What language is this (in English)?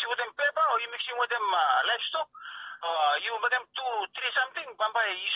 Bislama